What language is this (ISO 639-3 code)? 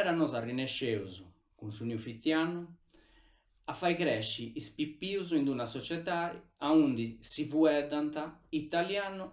srd